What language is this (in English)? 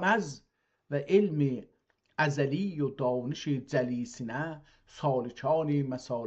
South Azerbaijani